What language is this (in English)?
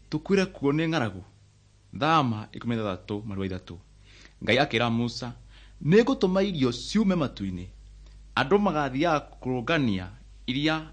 Kikuyu